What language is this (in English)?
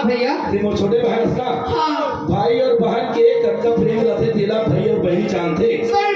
Chhattisgarhi